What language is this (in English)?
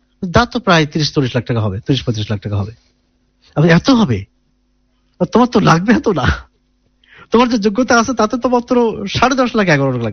Bangla